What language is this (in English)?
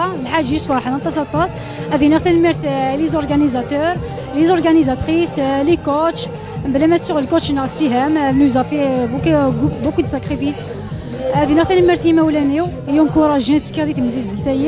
Kabyle